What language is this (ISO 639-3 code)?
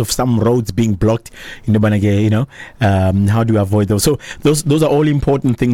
xho